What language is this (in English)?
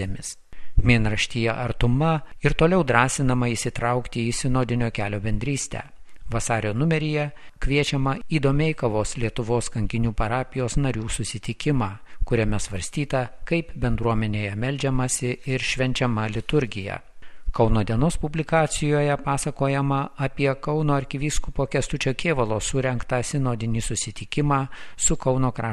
Lithuanian